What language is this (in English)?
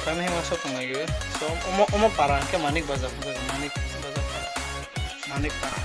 Kok Borok